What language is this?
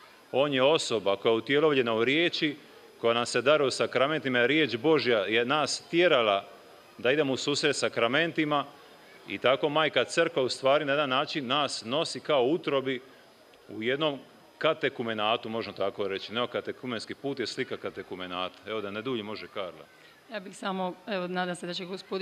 Croatian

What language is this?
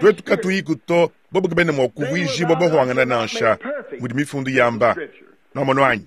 Luba-Lulua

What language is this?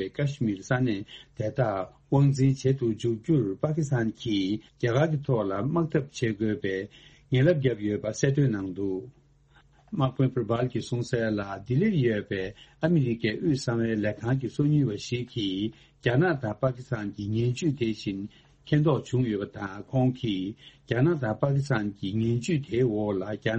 Tibetan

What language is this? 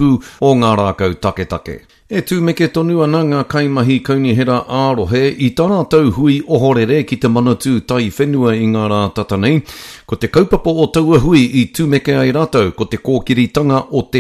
Māori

